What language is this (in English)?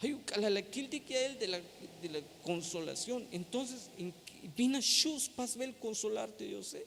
Tzeltal